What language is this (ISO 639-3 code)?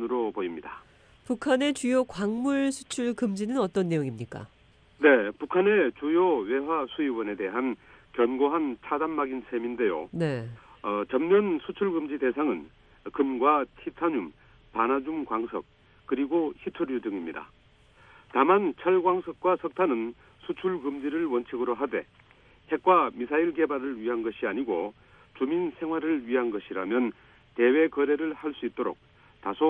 kor